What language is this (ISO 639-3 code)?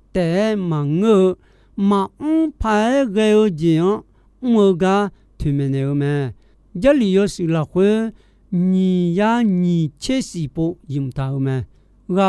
ahk